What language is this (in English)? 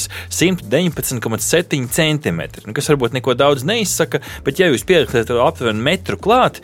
Latvian